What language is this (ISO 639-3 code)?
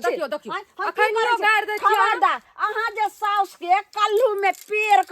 mai